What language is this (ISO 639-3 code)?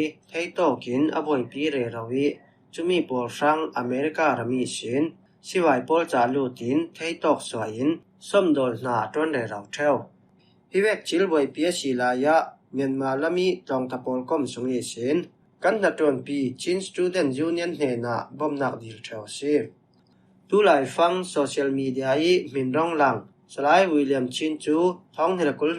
cfm